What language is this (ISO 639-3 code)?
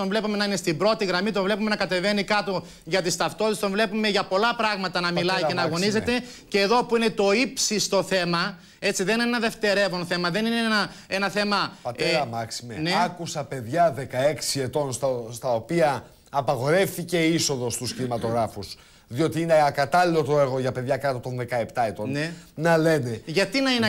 ell